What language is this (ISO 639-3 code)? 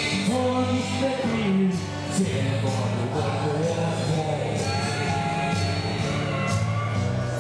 nor